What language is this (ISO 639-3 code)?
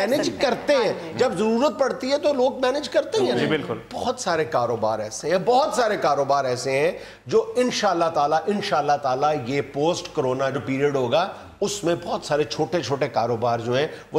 urd